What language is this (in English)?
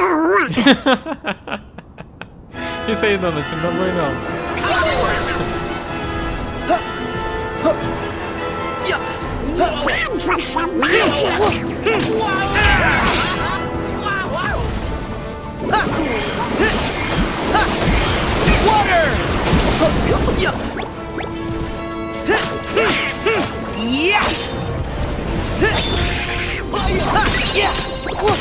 Portuguese